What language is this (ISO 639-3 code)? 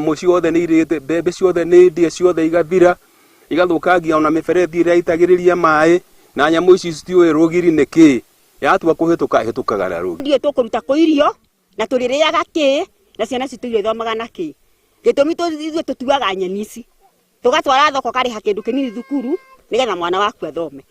kik